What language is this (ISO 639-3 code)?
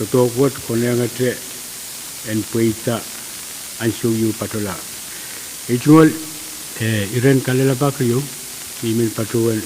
pon